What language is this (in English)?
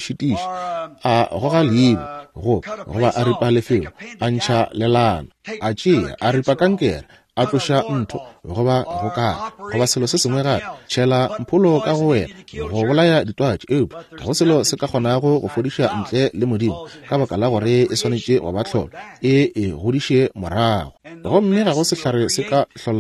Northern Sotho